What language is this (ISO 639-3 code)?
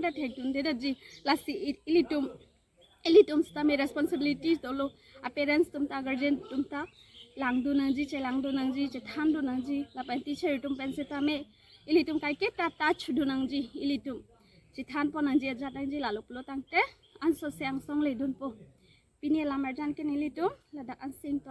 mjw